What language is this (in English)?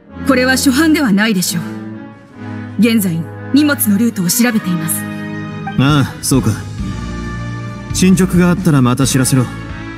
Japanese